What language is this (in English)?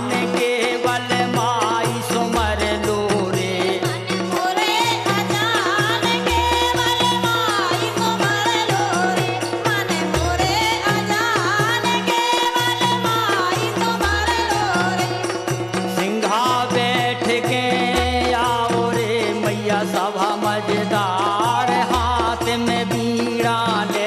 Bundeli